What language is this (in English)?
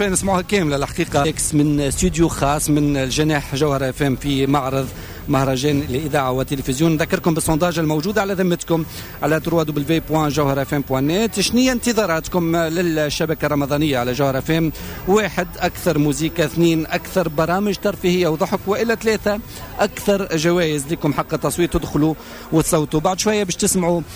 Tunisian Arabic